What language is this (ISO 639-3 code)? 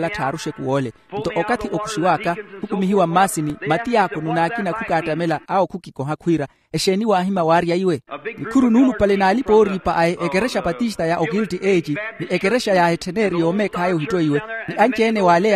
vmw